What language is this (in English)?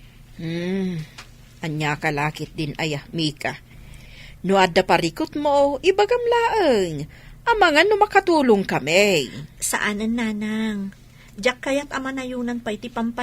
Iloko